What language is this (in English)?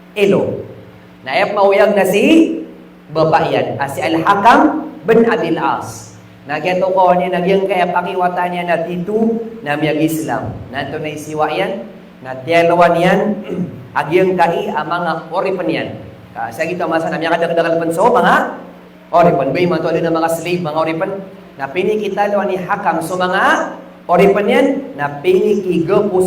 Maranao